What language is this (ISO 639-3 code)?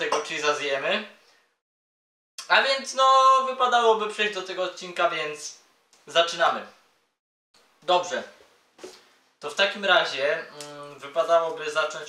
pol